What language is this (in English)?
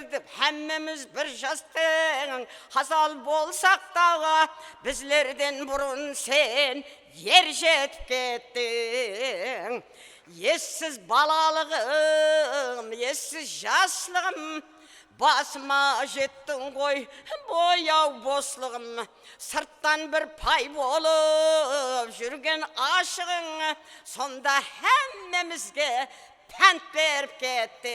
Kara-Kalpak